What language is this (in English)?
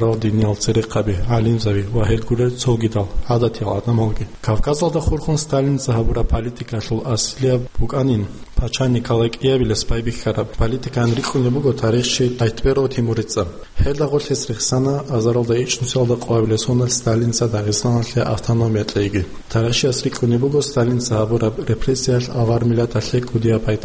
Avaric